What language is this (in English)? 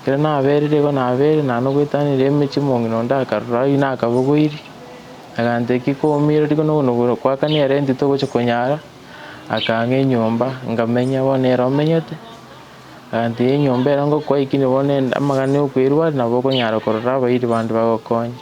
Gusii